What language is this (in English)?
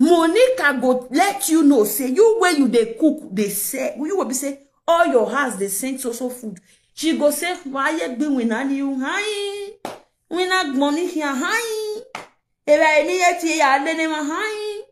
Nigerian Pidgin